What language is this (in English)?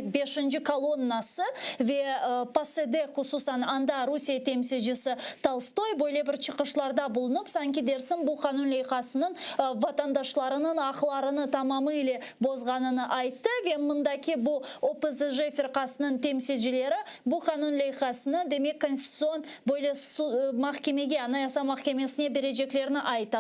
Crimean Tatar